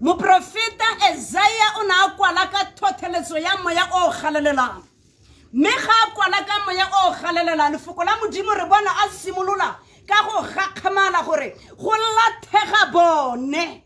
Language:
Tswana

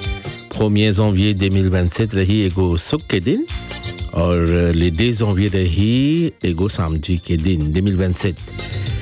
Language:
Bhojpuri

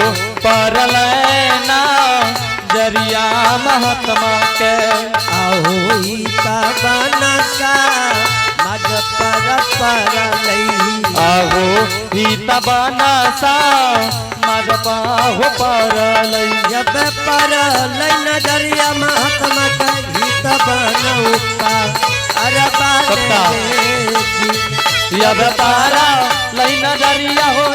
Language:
Angika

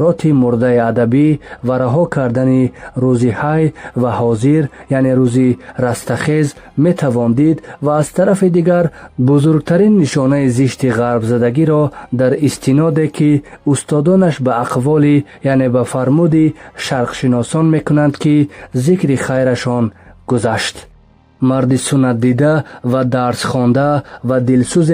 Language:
Tajik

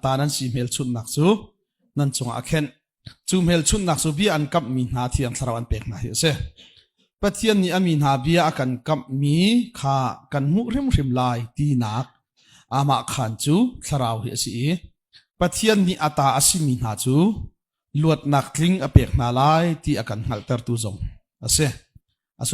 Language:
Hakha Chin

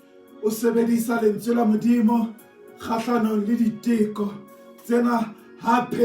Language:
Southern Sotho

